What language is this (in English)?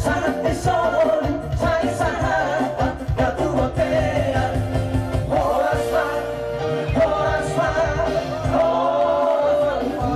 Batak Toba